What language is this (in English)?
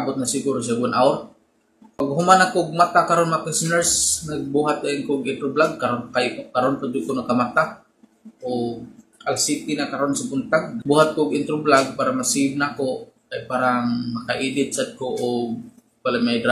Cebuano